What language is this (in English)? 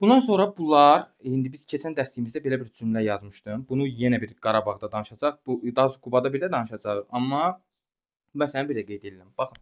Azerbaijani